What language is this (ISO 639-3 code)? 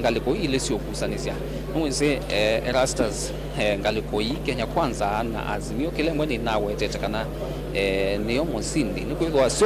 kam